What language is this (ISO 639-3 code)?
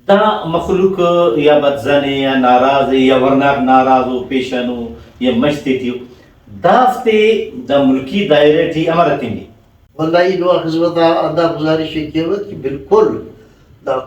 brh